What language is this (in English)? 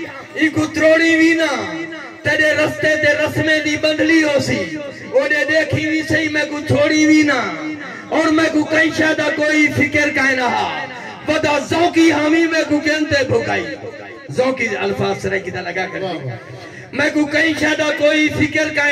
Saraiki